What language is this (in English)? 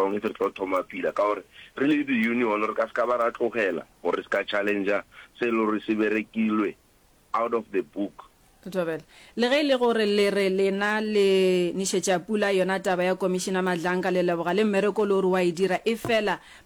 Northern Sotho